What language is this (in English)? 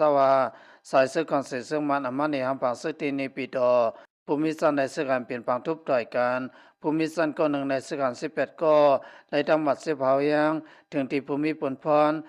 Shan